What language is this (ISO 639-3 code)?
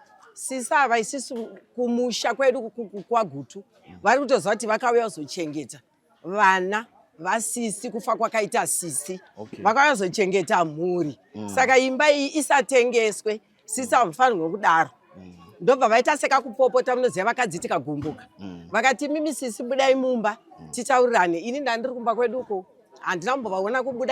sna